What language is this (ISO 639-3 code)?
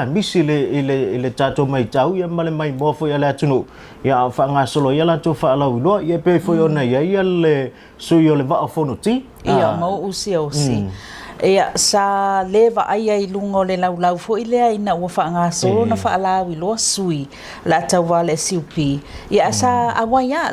smo